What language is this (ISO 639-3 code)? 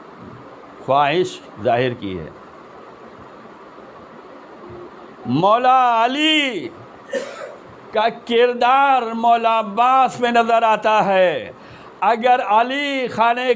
urd